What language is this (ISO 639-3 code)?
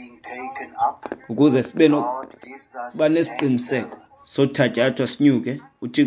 xho